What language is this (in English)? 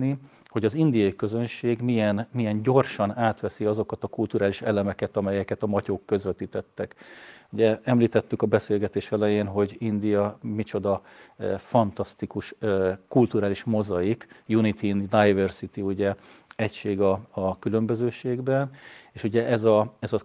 Hungarian